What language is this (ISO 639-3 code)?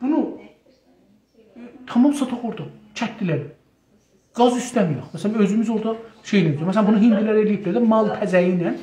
azb